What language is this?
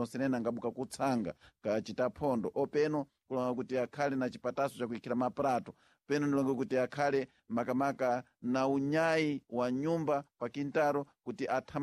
Sena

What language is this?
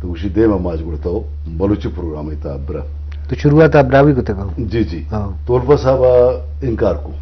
Eastern Balochi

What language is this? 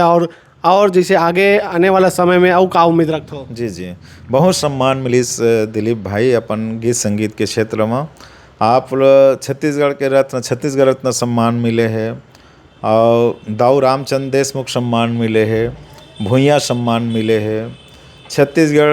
Chhattisgarhi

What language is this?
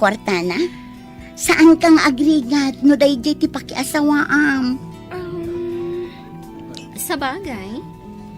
Iloko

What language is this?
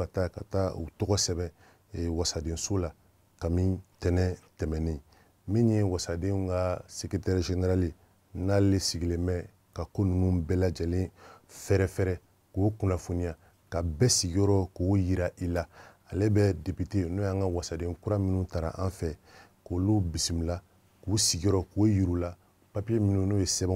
Bambara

